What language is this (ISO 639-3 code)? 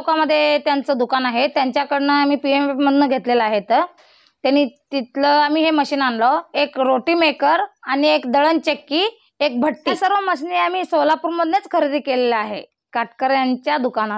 mar